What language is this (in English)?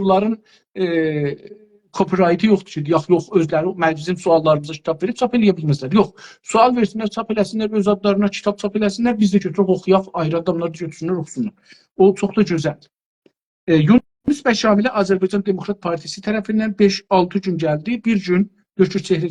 South Azerbaijani